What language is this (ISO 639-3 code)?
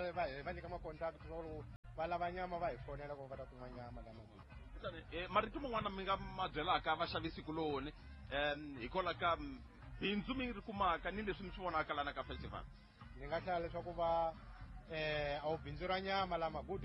tso